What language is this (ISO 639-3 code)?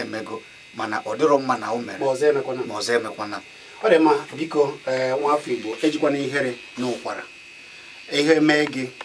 ibo